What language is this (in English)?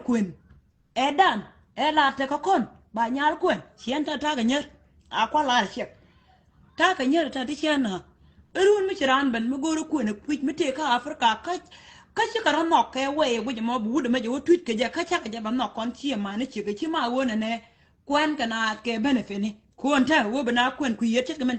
Nuer